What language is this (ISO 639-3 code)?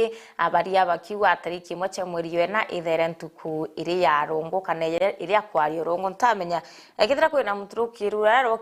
mer